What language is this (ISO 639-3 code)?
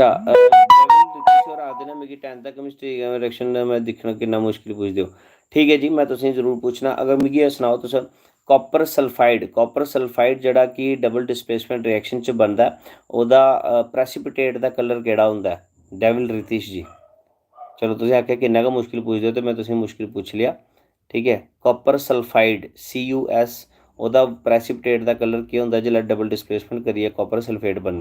doi